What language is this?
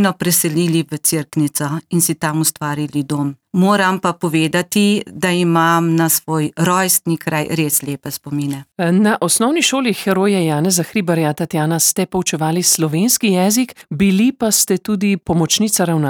Slovenian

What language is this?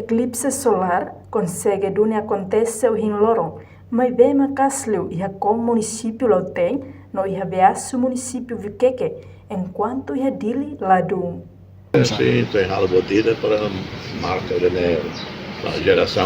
Tetum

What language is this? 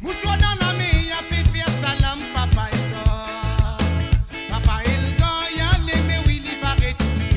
Morisyen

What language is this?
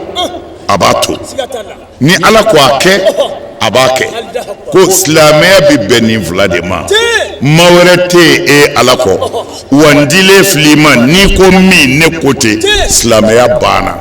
Bambara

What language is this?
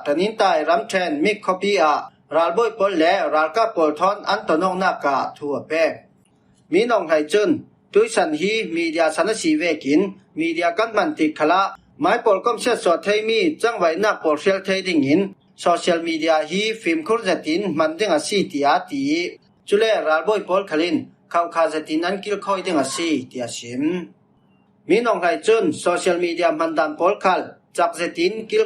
Falam Chin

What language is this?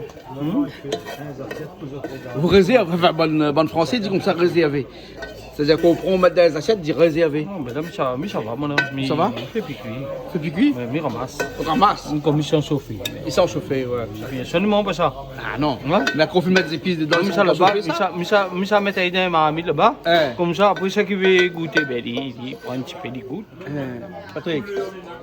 Réunion Creole French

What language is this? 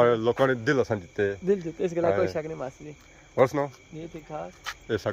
Pahari-Potwari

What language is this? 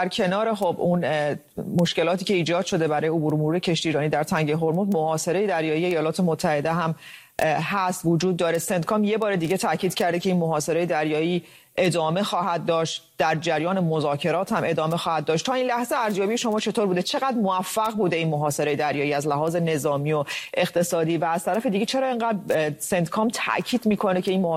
Persian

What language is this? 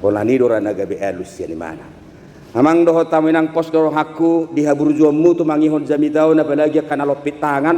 Batak Toba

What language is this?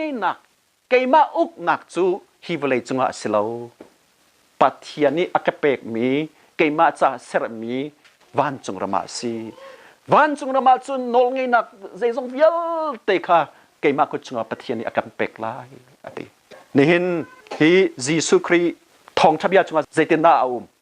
Hakha Chin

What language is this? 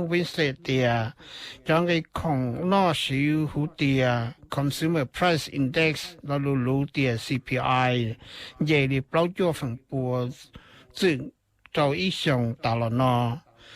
Hmong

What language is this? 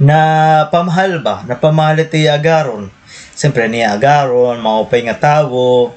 Waray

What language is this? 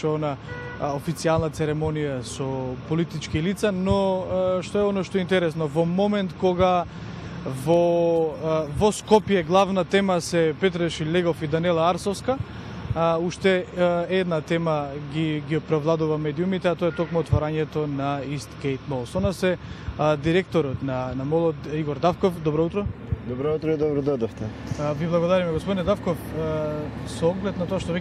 Macedonian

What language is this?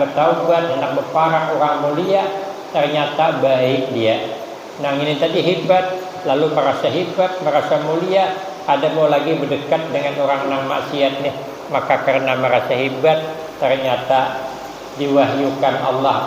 Banjar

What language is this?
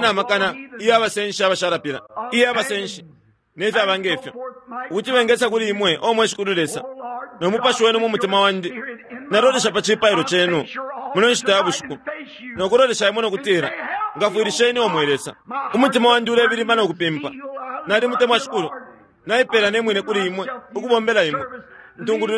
Bemba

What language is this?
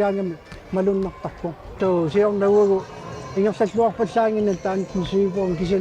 Kalaallisut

